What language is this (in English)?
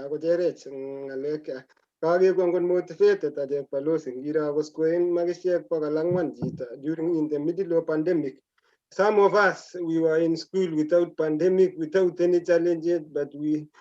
Kalenjin